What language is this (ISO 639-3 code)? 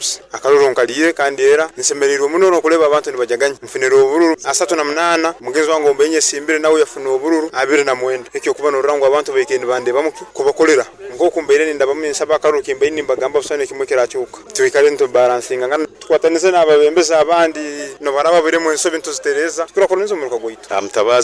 nyo